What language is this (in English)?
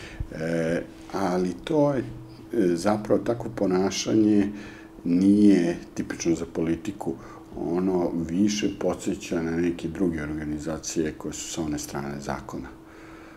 Serbian